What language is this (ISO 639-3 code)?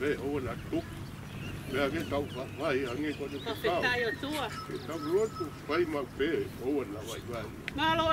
ton